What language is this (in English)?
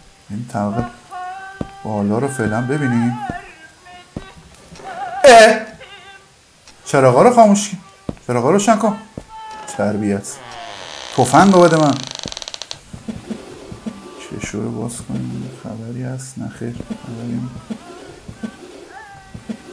Persian